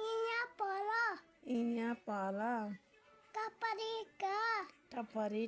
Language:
Nepali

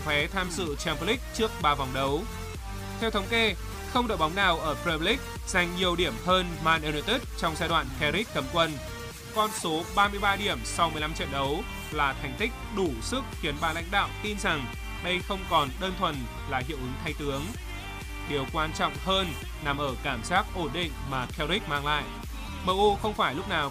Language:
Vietnamese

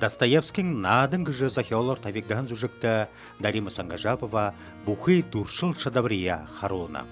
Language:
Buriat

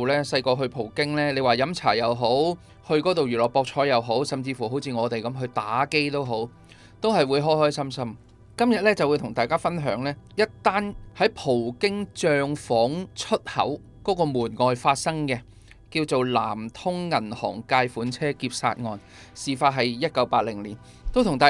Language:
Cantonese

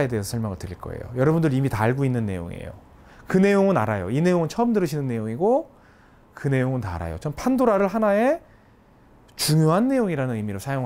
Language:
Korean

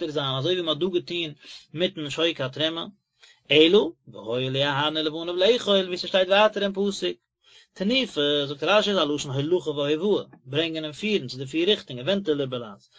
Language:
Yiddish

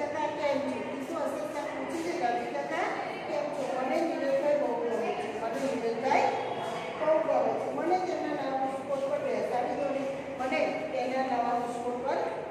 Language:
Gujarati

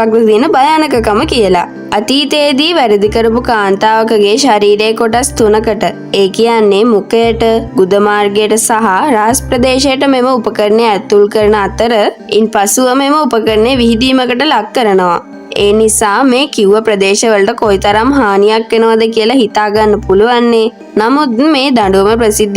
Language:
Sinhala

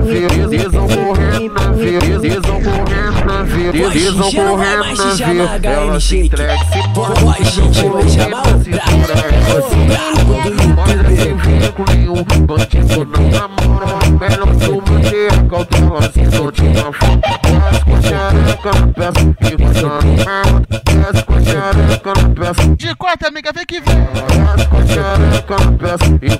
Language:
Portuguese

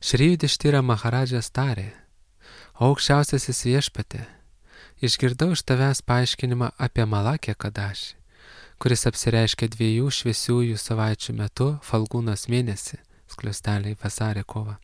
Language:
Lithuanian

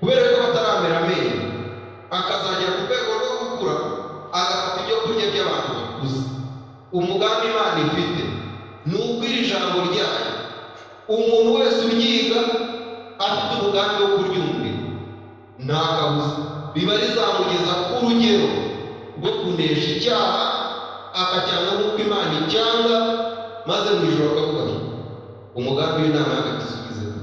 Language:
Kinyarwanda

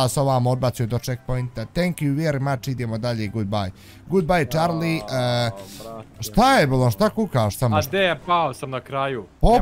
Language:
Bosnian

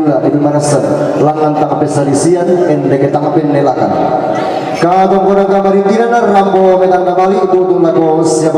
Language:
Toraja-Sa'dan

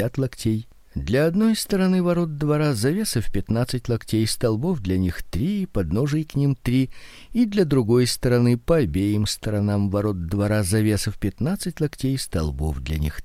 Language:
Russian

